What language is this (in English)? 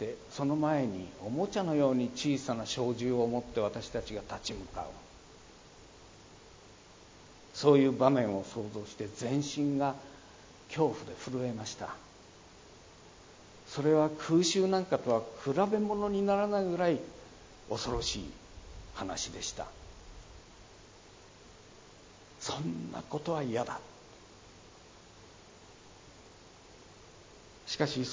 Japanese